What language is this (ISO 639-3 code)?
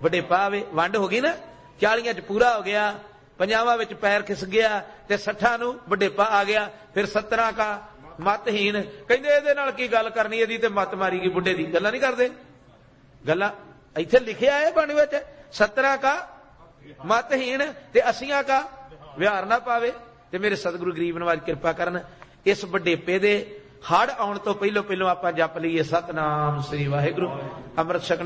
pan